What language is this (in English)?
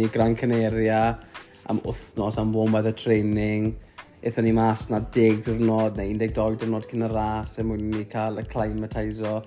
Welsh